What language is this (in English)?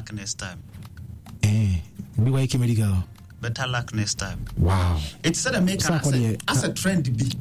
English